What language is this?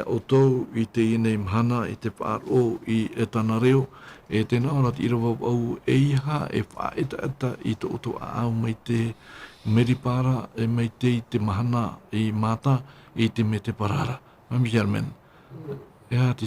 Tahitian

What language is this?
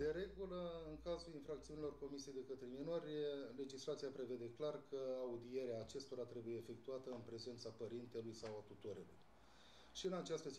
Romanian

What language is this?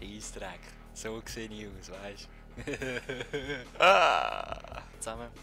Swiss German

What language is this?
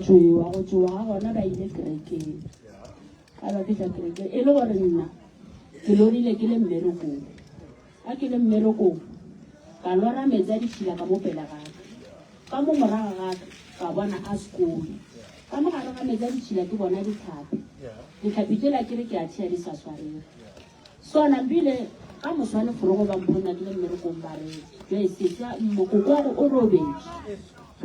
Northern Sotho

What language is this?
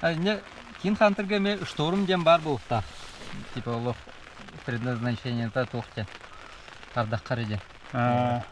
Yakut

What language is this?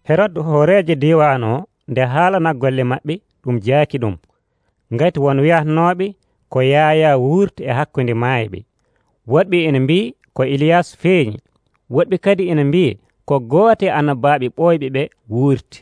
Nigerian Fulfulde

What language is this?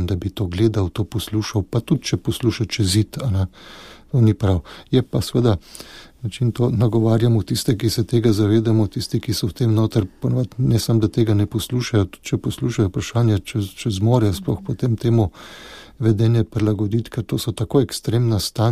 Slovenian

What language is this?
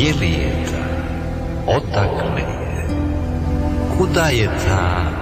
Bosnian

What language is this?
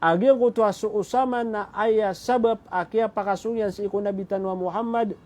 Maranao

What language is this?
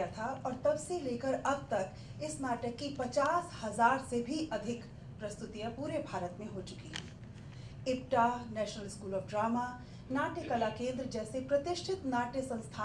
Hindi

